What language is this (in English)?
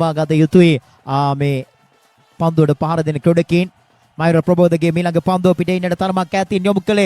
Sinhala